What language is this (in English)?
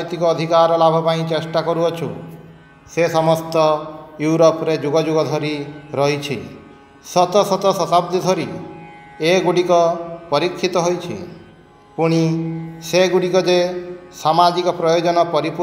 Odia